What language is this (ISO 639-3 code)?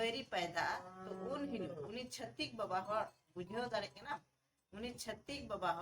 sat